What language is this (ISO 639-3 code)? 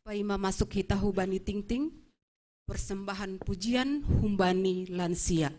bts